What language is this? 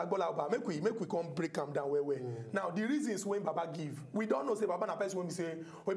Nigerian Pidgin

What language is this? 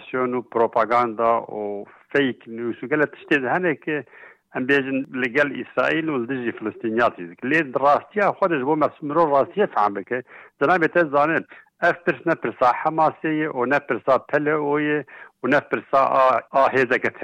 Kurdish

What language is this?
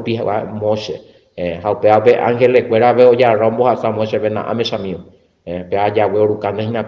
Guarani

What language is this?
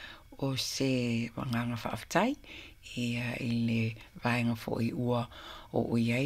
Samoan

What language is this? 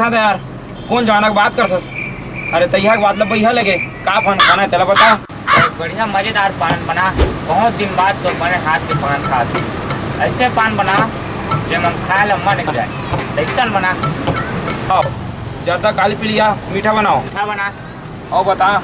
Chhattisgarhi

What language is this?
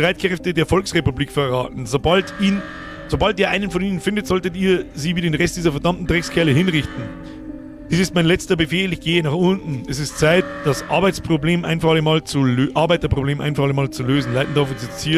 Bavarian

